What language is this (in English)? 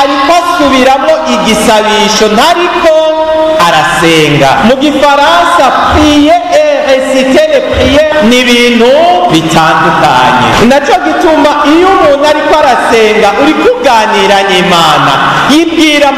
Rundi